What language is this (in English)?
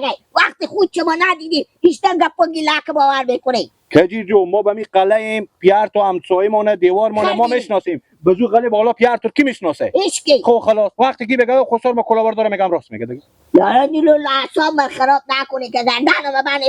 Persian